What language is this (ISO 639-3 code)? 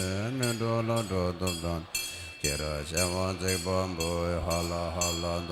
bod